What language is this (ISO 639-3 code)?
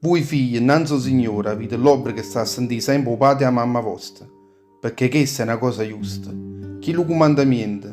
nap